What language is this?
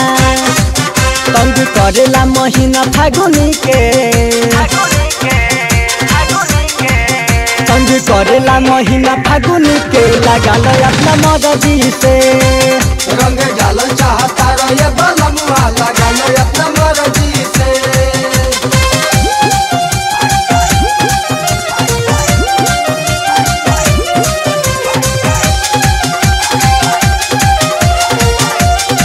Bhojpuri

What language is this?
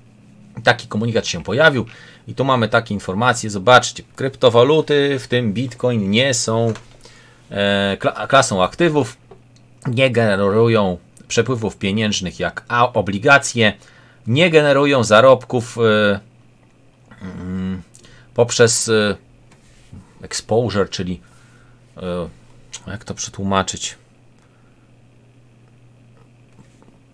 Polish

